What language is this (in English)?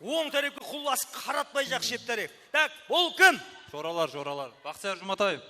Kara-Kalpak